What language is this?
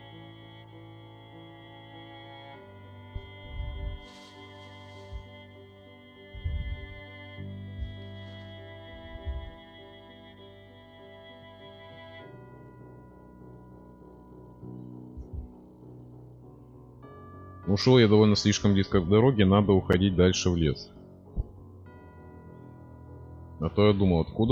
Russian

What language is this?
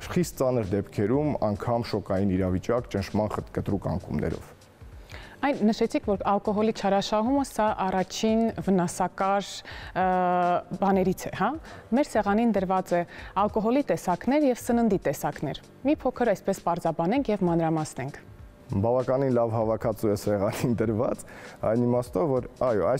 Armenian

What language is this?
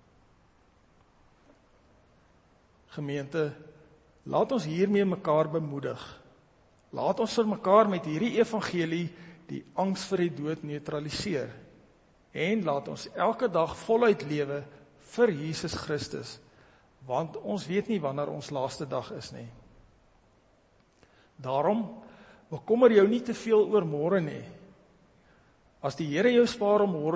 Afrikaans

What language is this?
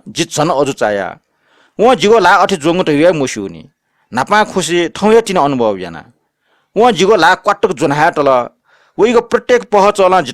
Newari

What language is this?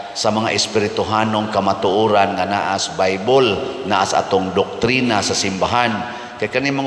Cebuano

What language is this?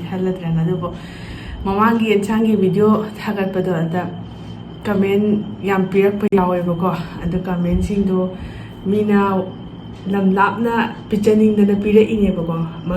Manipuri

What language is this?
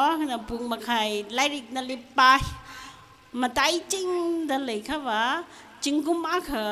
Tangkhul Naga (India)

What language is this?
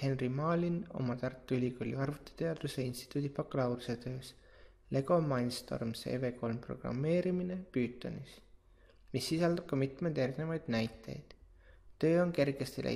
Estonian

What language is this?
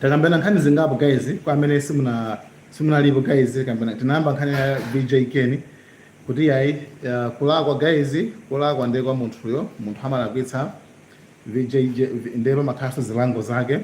Nyanja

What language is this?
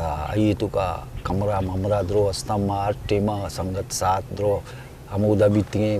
Eastern Balochi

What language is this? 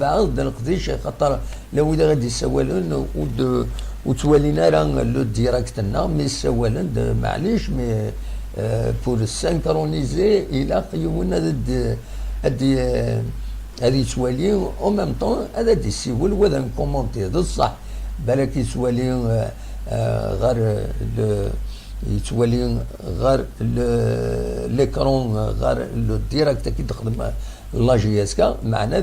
Kabyle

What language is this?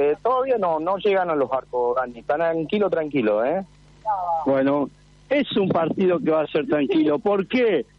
Spanish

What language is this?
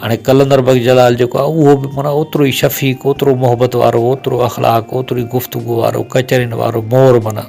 Sindhi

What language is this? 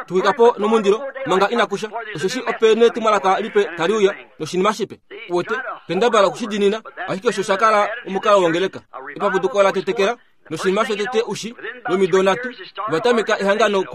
Kuanyama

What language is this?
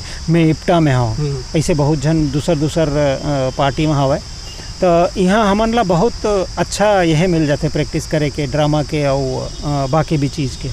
Chhattisgarhi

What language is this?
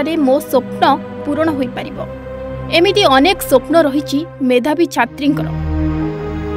Odia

